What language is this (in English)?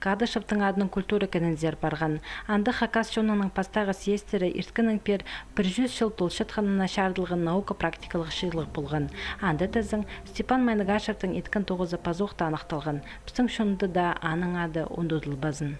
Khakas